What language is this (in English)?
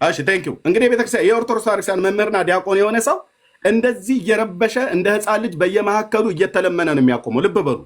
Amharic